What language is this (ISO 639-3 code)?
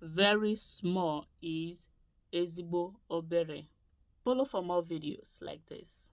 ibo